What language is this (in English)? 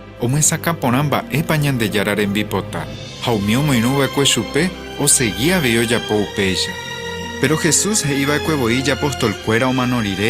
Guarani